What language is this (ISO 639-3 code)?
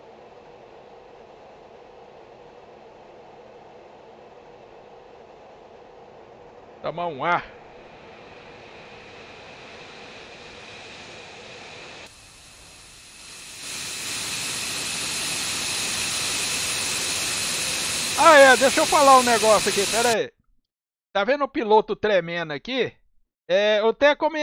por